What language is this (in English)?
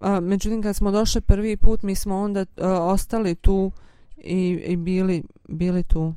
Bosnian